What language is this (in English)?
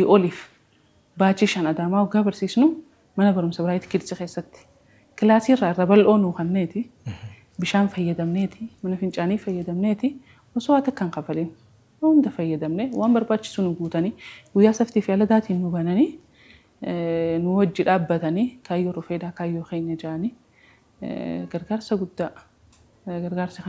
Oromo